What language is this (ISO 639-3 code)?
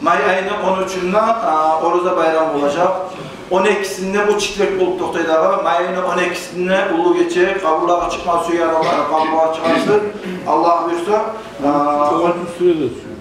kum